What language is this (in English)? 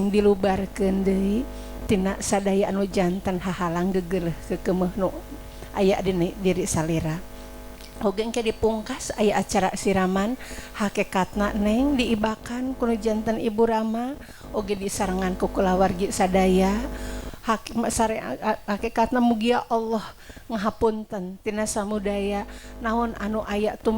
Sundanese